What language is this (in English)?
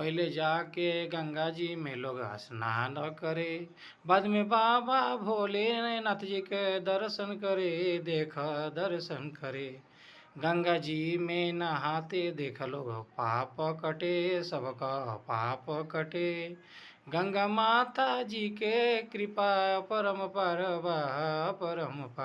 Bhojpuri